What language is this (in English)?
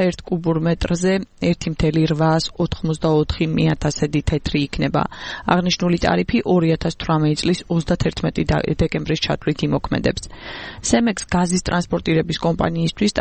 Georgian